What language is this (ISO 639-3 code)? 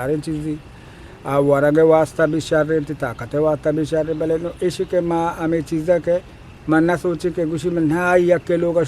bgp